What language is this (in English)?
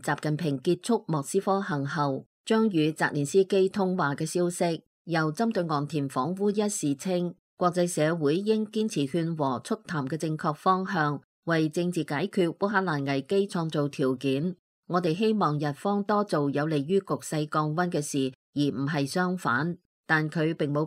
Cantonese